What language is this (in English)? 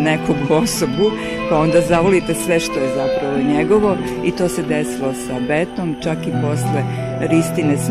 Serbian